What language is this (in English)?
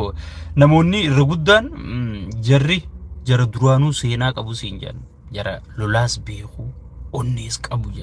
Oromo